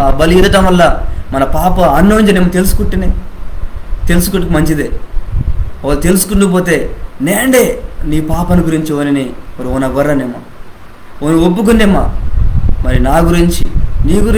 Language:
Koya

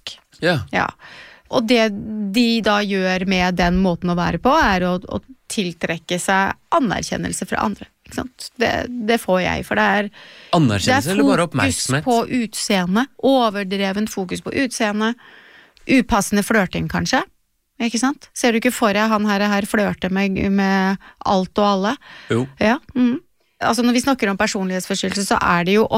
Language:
Norwegian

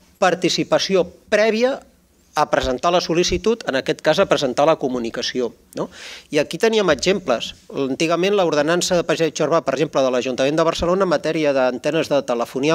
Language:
Catalan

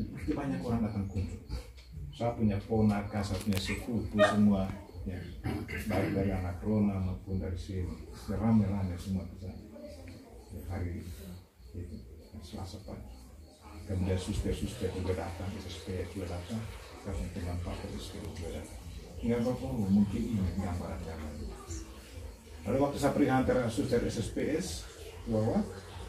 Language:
Indonesian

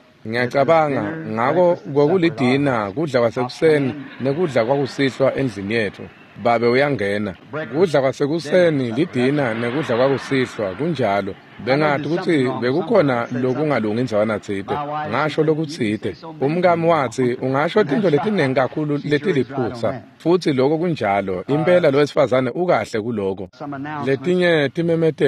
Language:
Swati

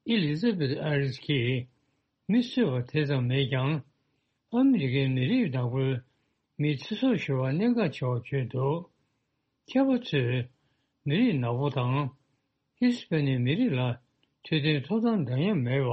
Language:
Tibetan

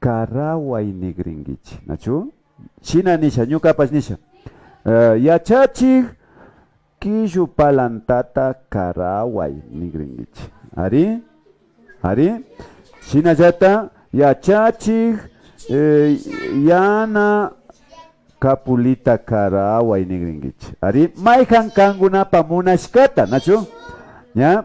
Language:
Imbabura Highland Quichua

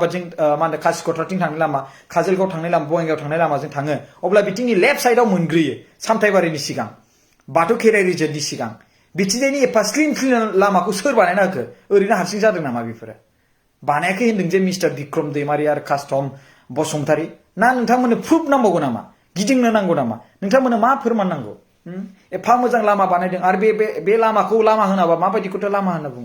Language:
Bodo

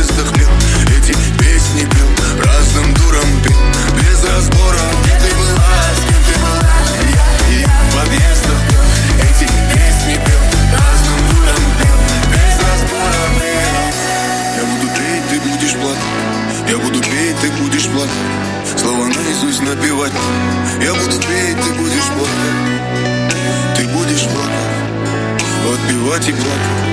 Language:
Russian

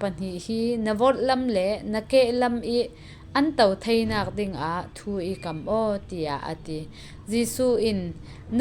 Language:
Falam Chin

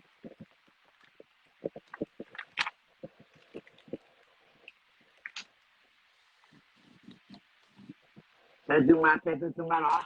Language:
S'gaw Karen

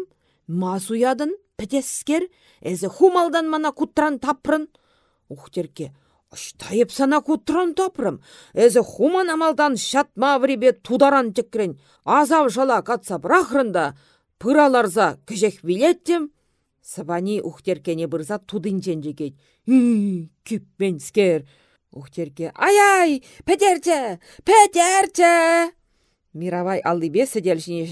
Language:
Chuvash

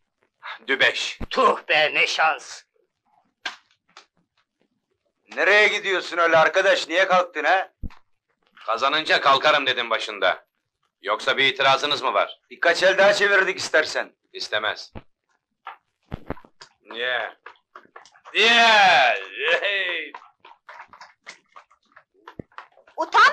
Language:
Turkish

